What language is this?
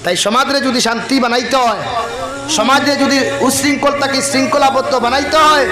Sylheti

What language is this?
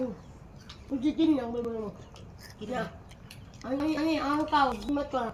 Northeastern Thai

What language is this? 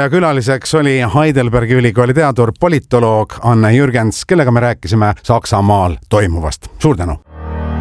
Estonian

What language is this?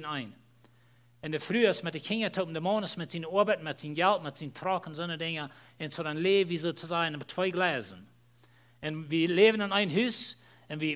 Plautdietsch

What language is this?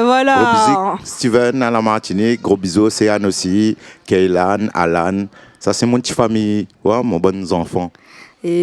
Réunion Creole French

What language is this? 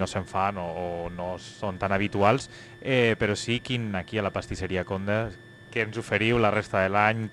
Catalan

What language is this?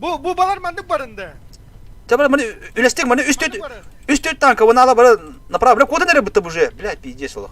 Yakut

